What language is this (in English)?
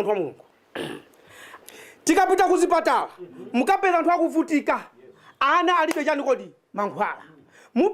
Nyanja